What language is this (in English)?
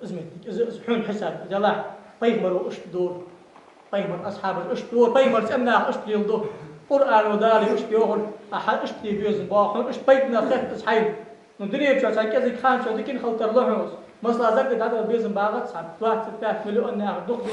Ingush